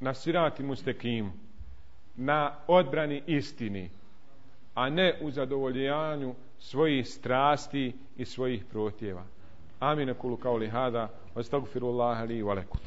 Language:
Bosnian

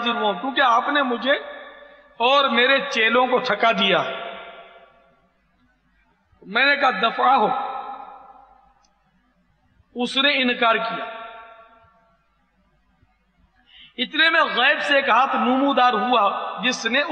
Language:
Urdu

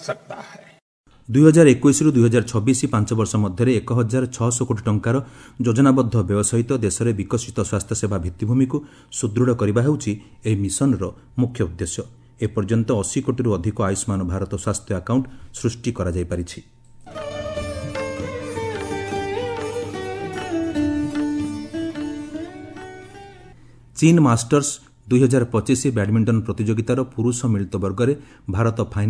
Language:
Odia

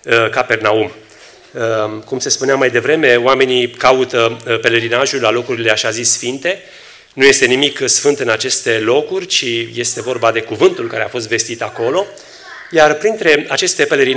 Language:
Romanian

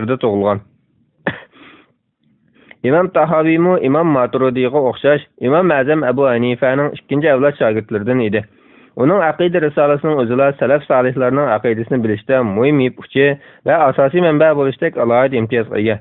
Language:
Uyghur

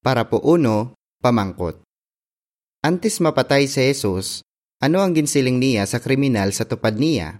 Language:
Hiligaynon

